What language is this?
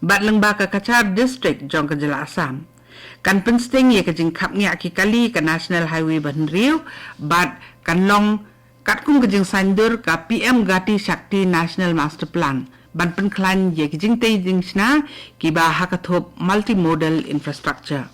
Khasi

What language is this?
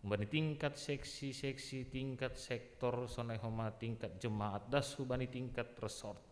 Batak Simalungun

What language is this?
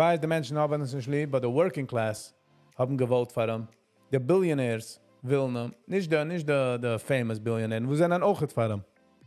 Yiddish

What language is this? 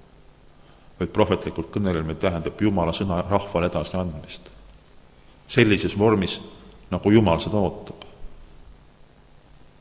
Estonian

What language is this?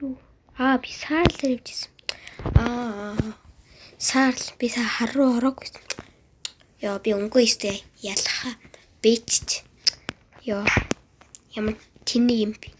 Mongolian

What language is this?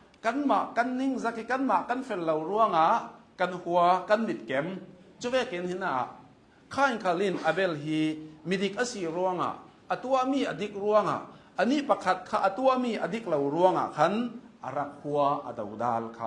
Hakha Chin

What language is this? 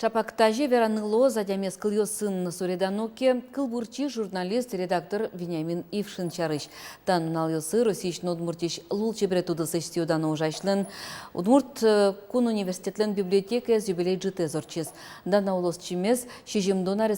Udmurt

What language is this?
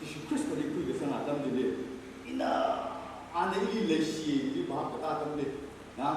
Tangkhul Naga (India)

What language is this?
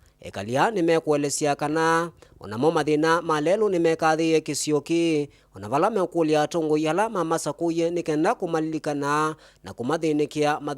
Kamba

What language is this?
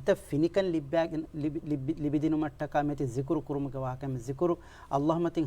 Divehi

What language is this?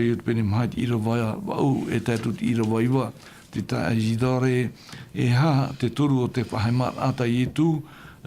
Tahitian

